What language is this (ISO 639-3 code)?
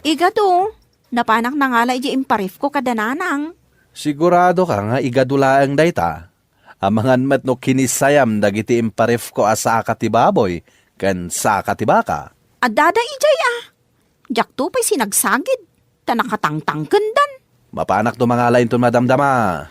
ilo